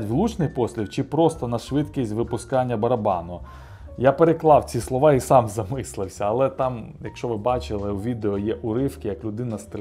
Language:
Ukrainian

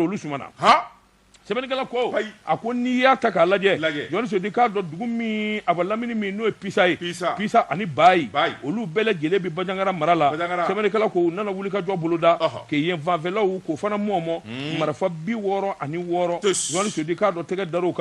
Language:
Bambara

